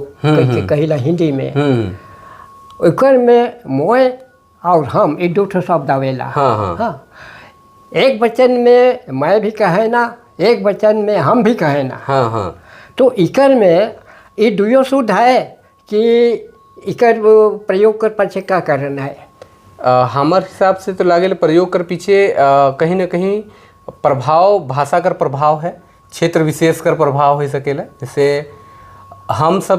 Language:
Sadri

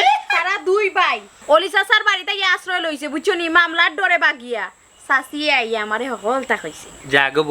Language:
Sylheti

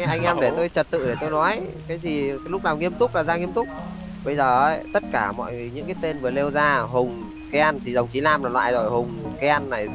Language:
Vietnamese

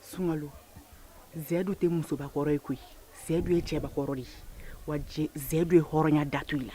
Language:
Bambara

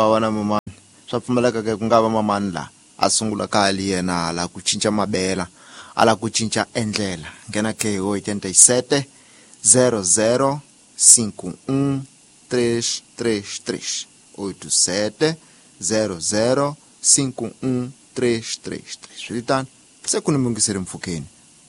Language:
Tsonga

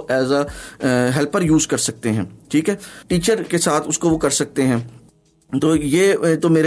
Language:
Urdu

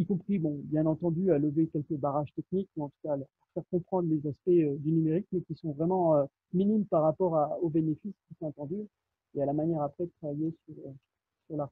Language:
French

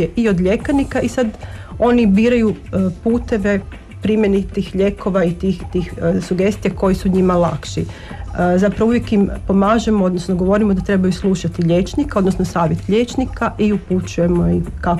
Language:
Croatian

